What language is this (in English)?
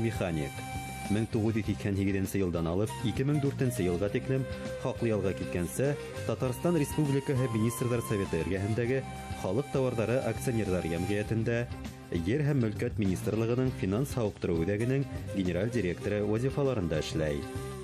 Bashkir